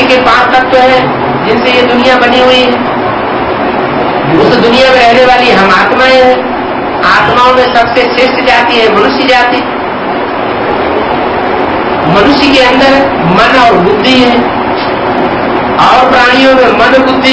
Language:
Hindi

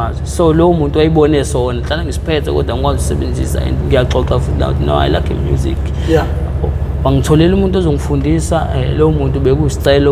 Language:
Zulu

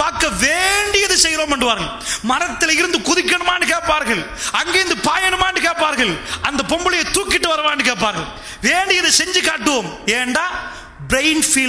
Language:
Tamil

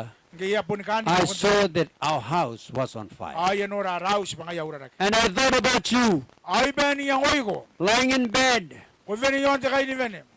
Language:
Gilbertese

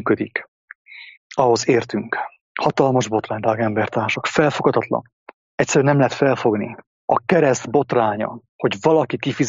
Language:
Hungarian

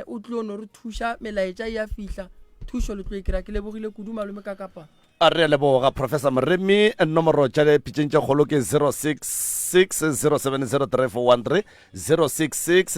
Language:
Northern Sotho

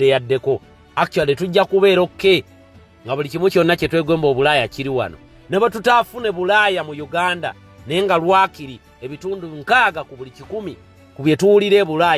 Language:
Ganda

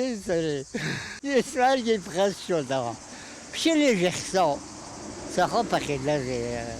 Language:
Abkhazian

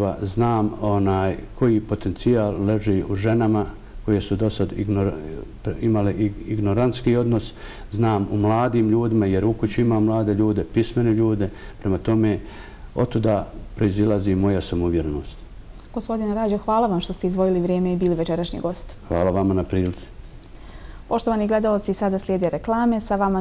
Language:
Bosnian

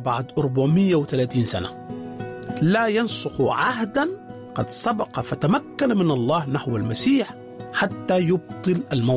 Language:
Sudanese Arabic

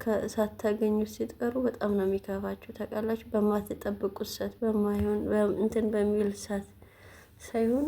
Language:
Amharic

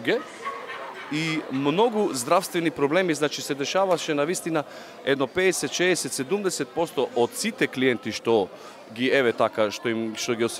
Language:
Macedonian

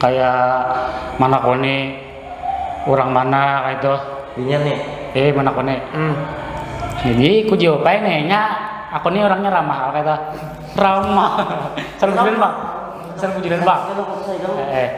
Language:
Banjar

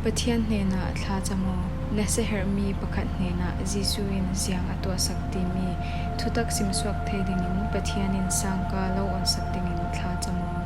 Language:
Falam Chin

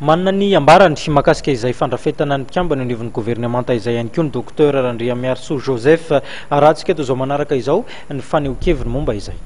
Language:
Malagasy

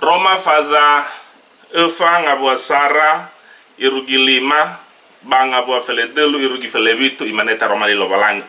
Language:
Nias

